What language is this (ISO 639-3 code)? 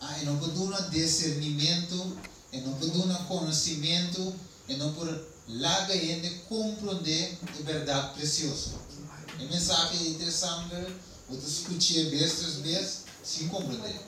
pap